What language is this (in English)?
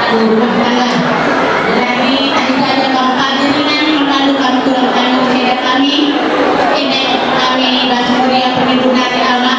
Batak Karo